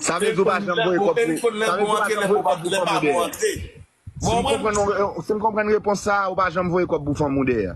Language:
Haitian Creole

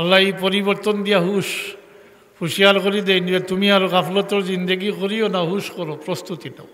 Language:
Sylheti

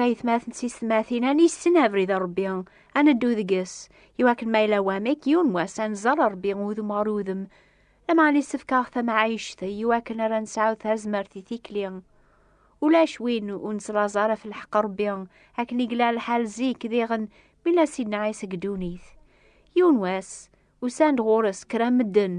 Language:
Kabyle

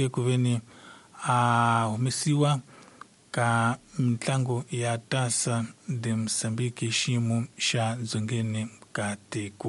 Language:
Tsonga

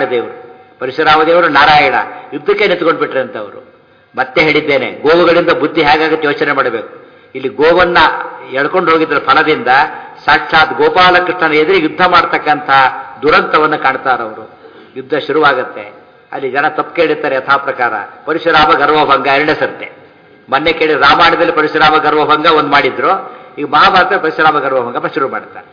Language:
Kannada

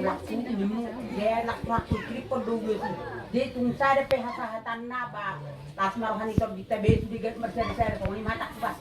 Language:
Batak Toba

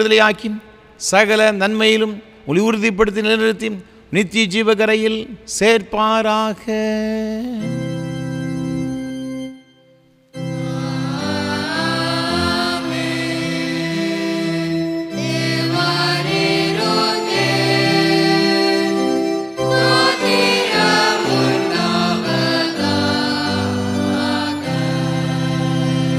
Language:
Tamil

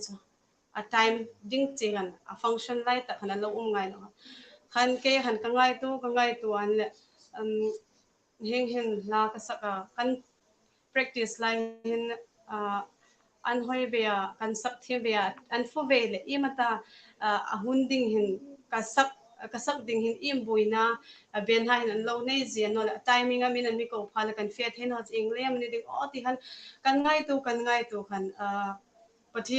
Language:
Hmar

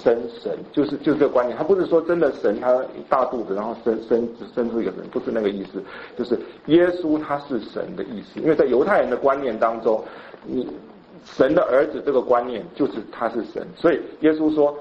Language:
Chinese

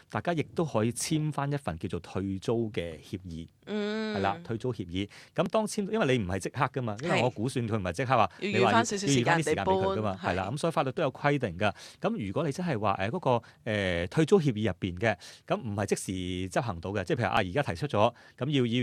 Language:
Cantonese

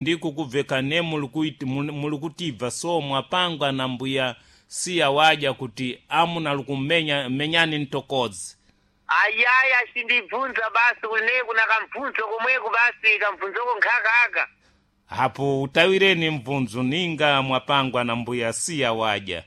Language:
Sena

